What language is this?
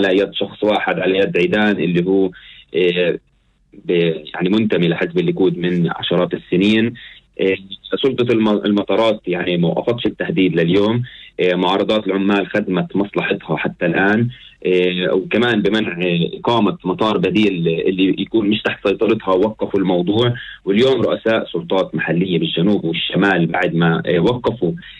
North Levantine Arabic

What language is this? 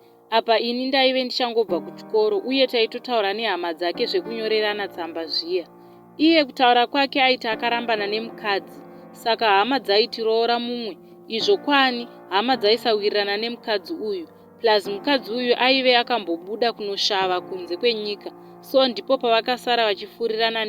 Shona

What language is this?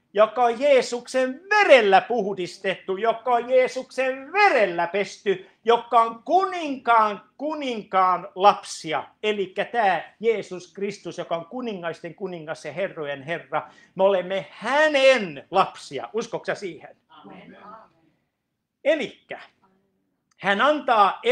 Finnish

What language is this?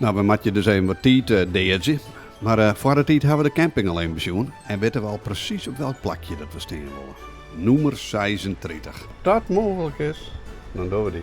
Western Frisian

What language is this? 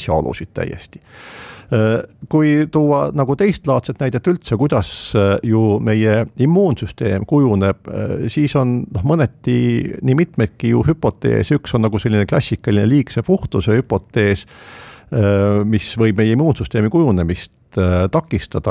Estonian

